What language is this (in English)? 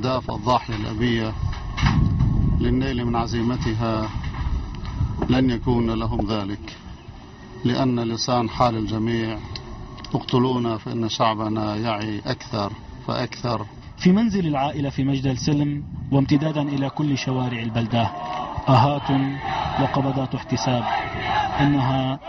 Arabic